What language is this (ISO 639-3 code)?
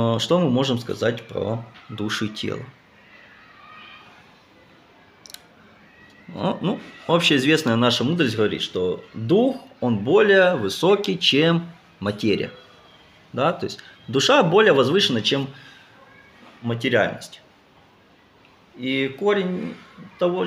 rus